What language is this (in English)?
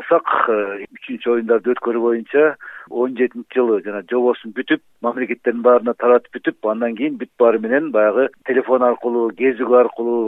Kyrgyz